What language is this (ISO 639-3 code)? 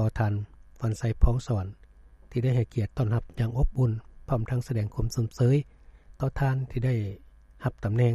lao